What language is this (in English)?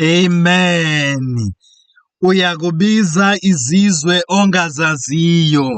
Zulu